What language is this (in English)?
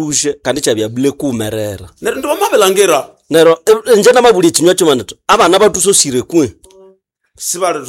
Nande